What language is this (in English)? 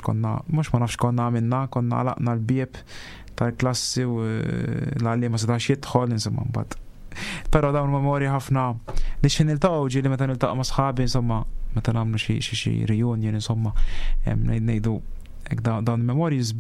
Maltese